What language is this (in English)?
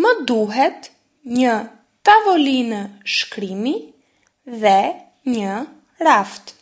Albanian